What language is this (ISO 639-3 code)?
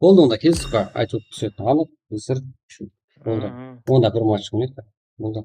kaa